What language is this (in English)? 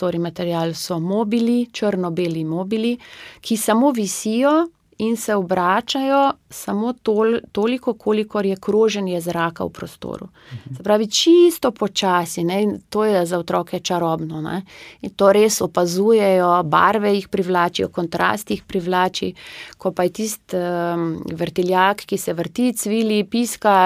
Slovenian